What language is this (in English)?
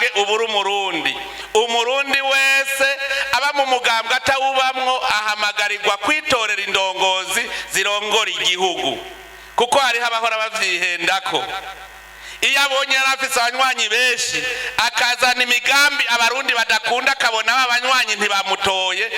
Rundi